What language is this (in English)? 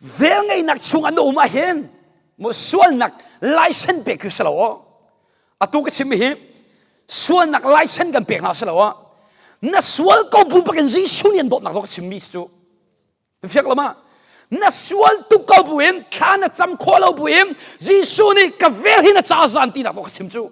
Hakha Chin